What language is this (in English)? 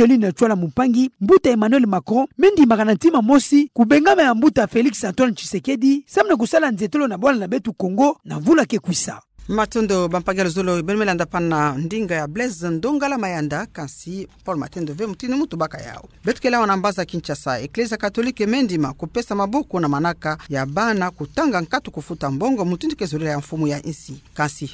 Kituba (Democratic Republic of Congo)